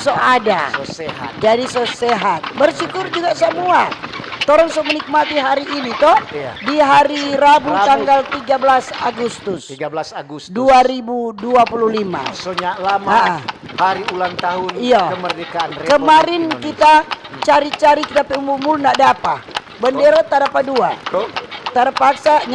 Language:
Manado Malay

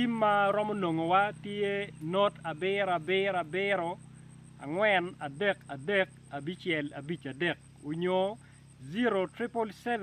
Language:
Acoli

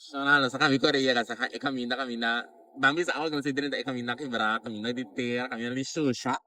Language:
Papiamento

